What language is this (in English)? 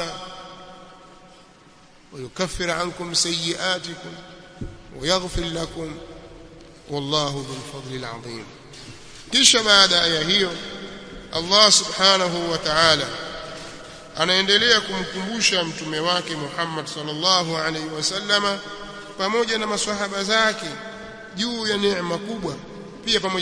Swahili